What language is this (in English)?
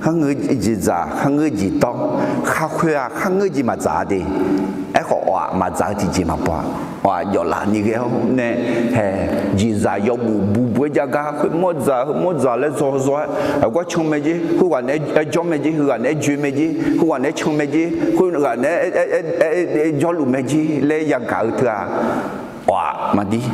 Akha